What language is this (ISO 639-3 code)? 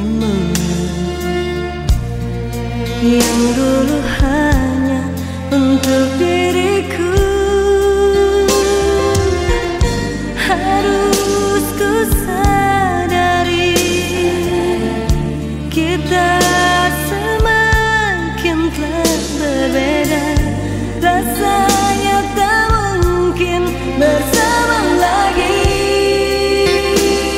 ind